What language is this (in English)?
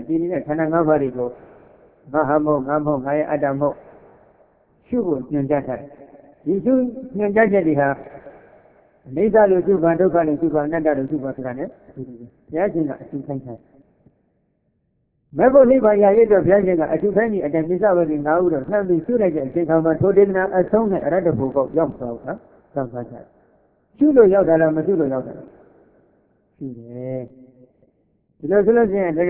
Burmese